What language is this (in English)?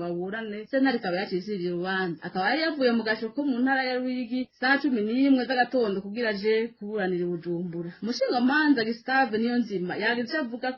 Rundi